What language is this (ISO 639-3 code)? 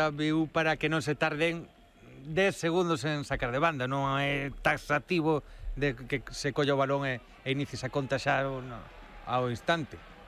glg